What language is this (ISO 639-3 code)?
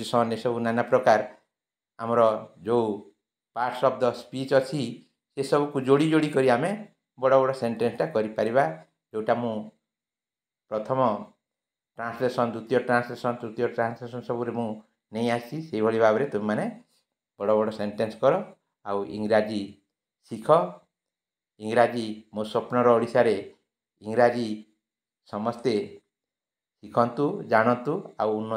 ori